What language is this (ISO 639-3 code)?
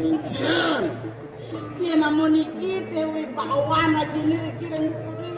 ban